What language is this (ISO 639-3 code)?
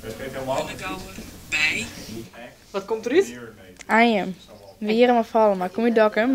fry